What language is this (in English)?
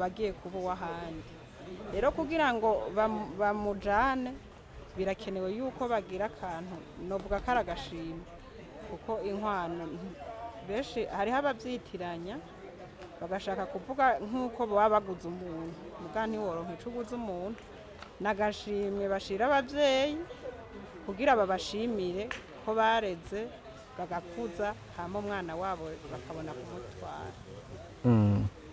Rundi